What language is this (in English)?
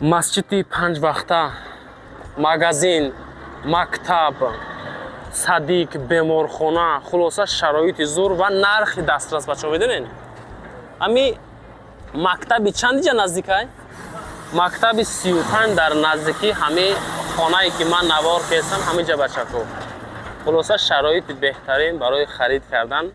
Tajik